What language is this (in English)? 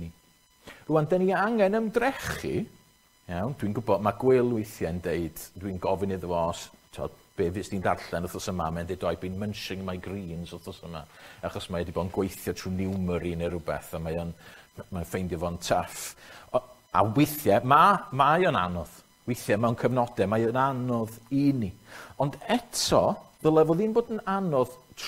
Welsh